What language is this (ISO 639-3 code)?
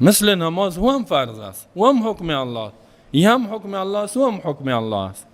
fas